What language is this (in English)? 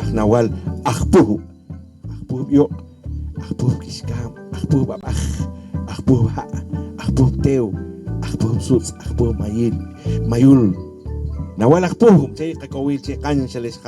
Poqomchi'